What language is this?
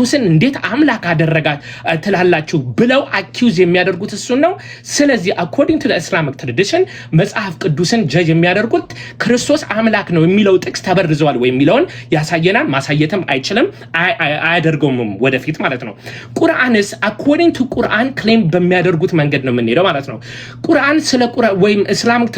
Amharic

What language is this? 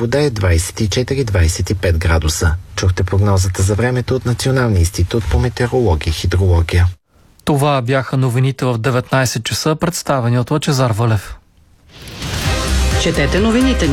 Bulgarian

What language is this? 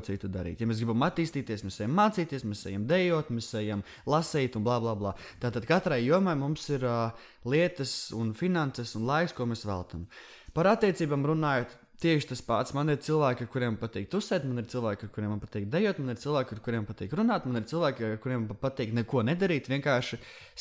Latvian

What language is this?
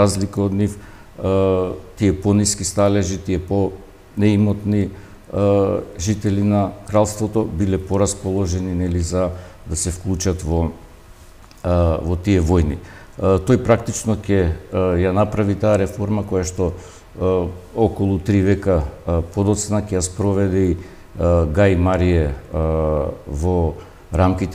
Macedonian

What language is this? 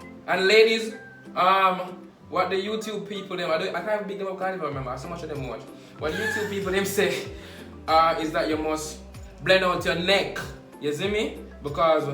Jamaican Creole English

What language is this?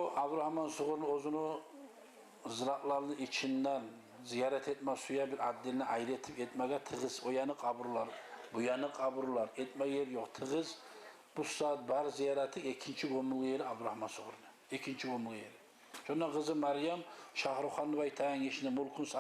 Kumyk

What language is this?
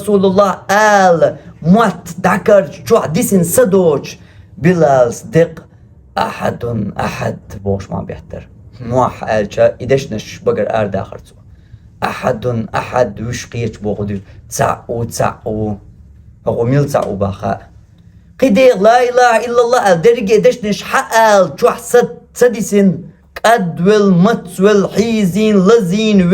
Chechen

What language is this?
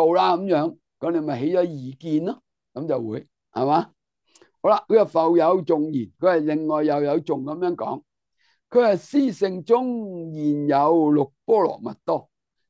Cantonese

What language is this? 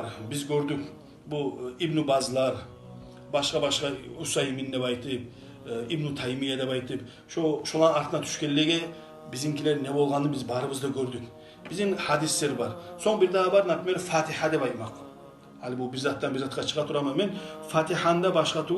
Kumyk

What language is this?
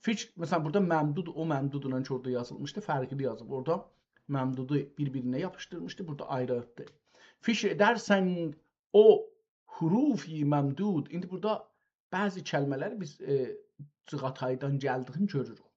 South Azerbaijani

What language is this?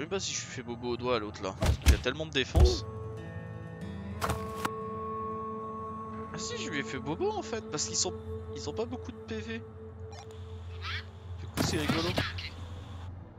French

